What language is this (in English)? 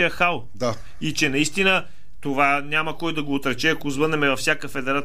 Bulgarian